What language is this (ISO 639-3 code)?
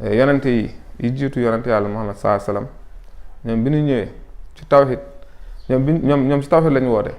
wol